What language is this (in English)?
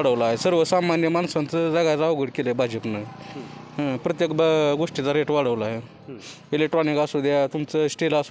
Marathi